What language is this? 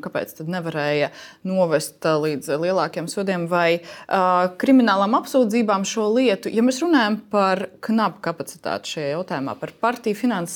Latvian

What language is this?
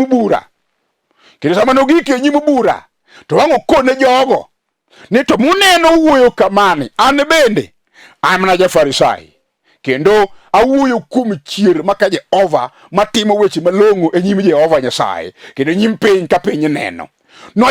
Luo (Kenya and Tanzania)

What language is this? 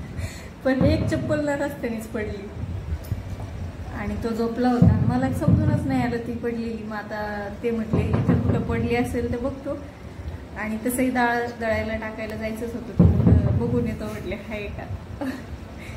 Marathi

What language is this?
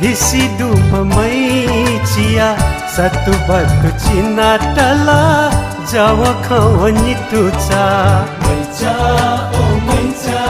Newari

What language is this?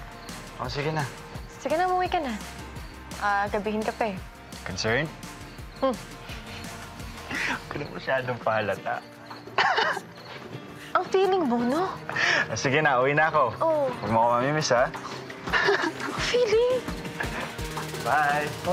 Filipino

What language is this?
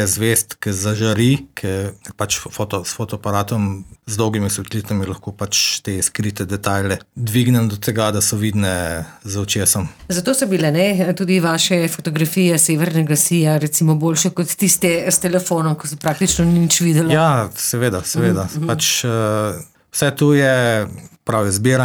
Slovenian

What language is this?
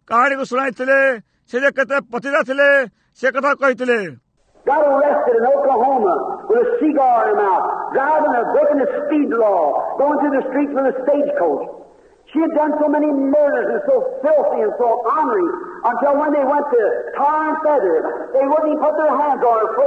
Odia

